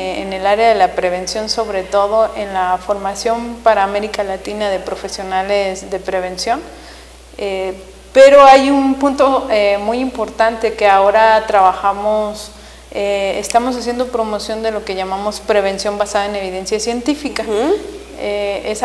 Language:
Spanish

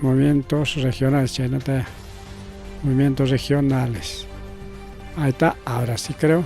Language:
Ayacucho Quechua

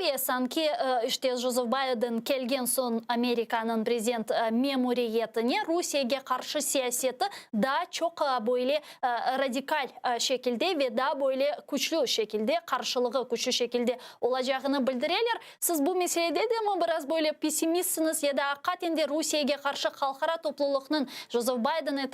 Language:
Crimean Tatar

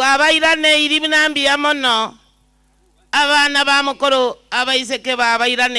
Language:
Gusii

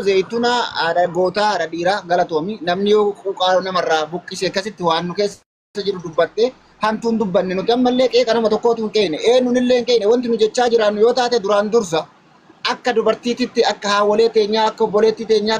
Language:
Oromo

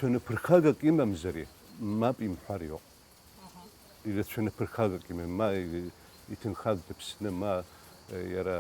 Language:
Abkhazian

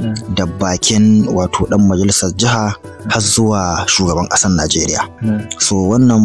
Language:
Hausa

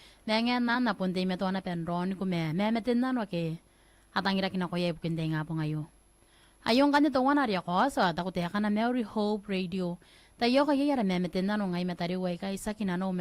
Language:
Gilbertese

